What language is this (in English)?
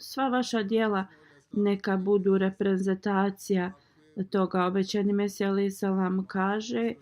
Bosnian